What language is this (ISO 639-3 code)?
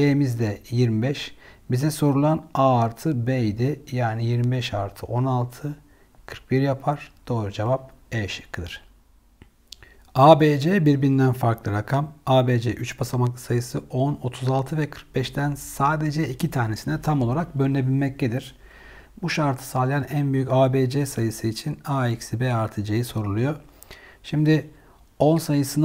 tur